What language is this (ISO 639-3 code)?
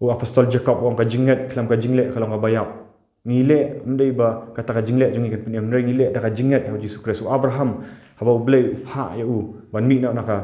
kha